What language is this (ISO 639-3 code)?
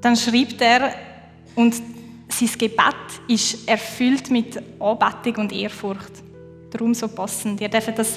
gsw